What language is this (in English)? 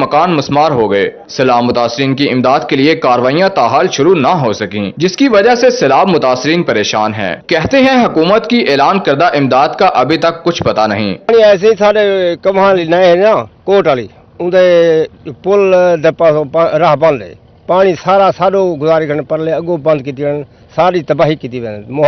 Urdu